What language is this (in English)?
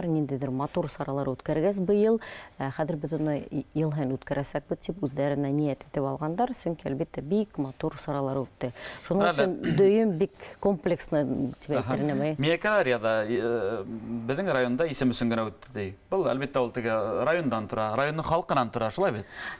Bashkir